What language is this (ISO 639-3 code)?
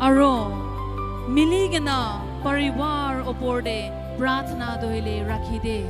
nag